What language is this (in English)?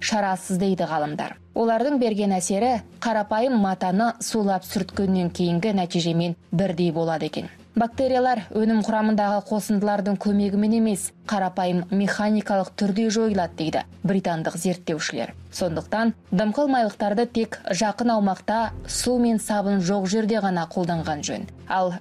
Kazakh